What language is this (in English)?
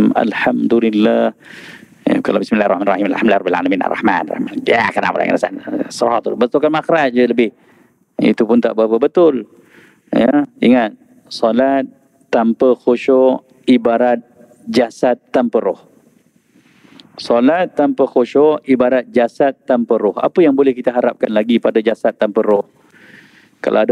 Malay